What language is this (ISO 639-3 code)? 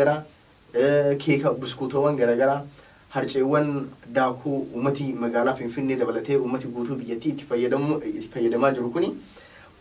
orm